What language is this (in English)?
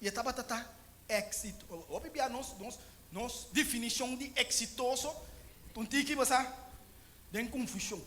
Papiamento